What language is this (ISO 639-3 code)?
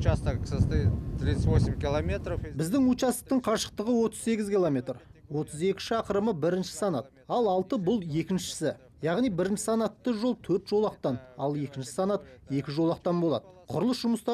kaz